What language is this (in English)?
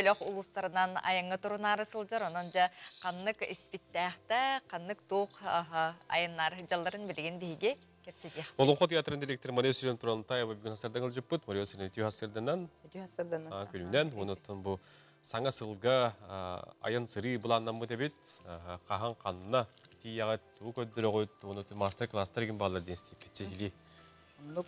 Yakut